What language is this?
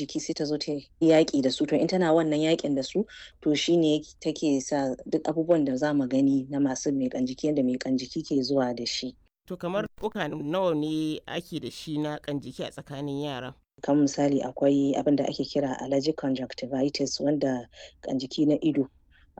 Hausa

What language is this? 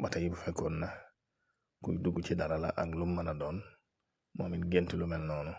Wolof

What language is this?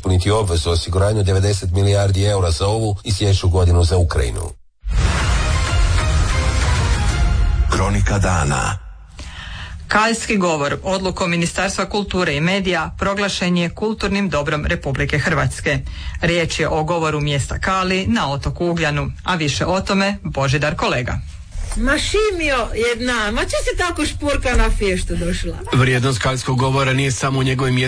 Croatian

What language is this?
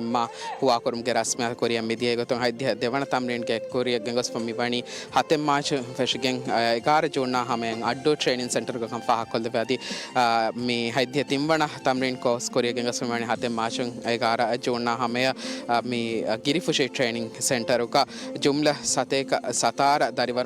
Divehi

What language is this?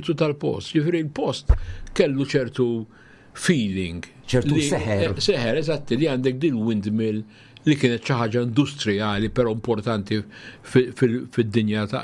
Maltese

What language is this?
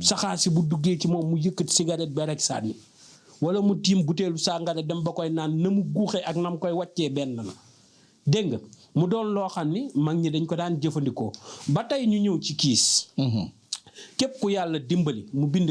Wolof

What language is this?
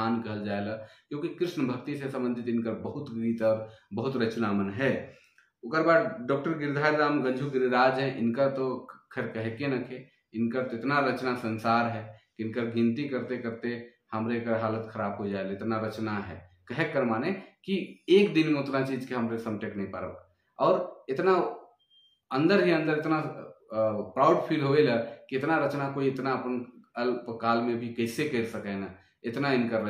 Sadri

